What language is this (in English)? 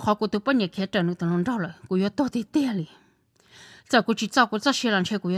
Hmong